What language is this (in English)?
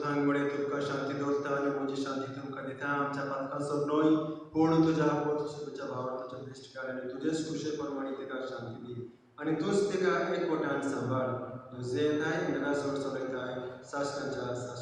Konkani